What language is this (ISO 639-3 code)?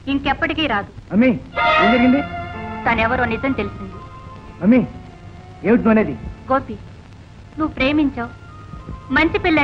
tel